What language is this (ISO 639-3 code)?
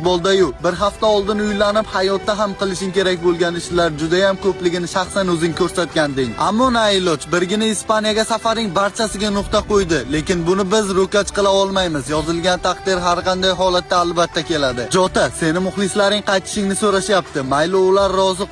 uzb